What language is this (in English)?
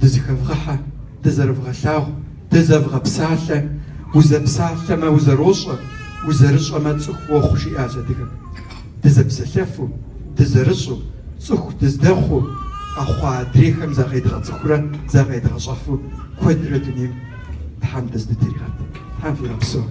Kabardian